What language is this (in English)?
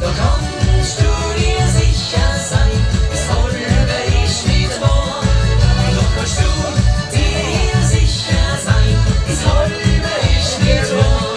Bavarian